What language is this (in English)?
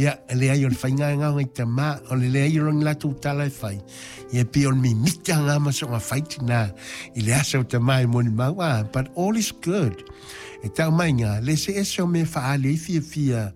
Samoan